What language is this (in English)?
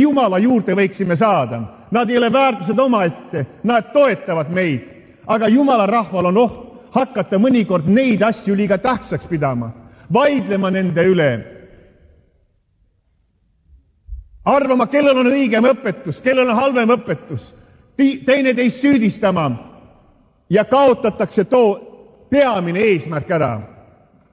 Estonian